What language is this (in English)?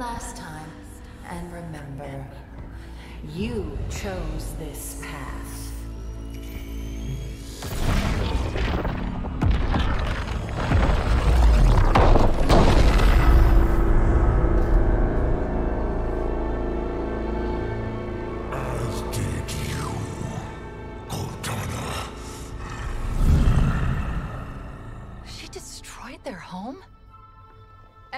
Finnish